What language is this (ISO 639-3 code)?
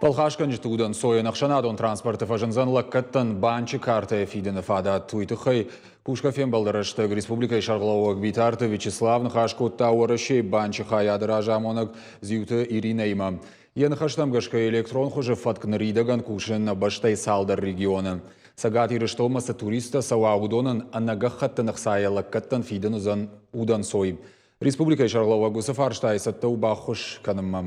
oss